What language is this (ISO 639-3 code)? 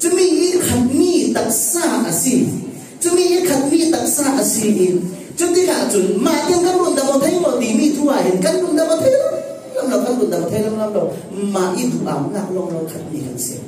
cfm